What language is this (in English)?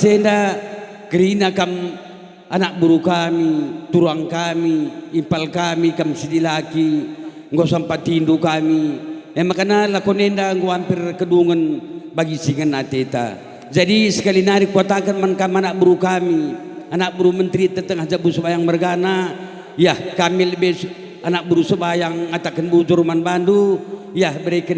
Batak Karo